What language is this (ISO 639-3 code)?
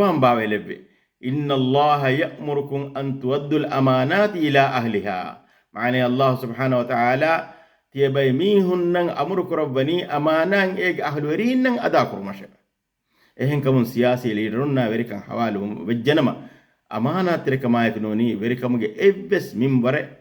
div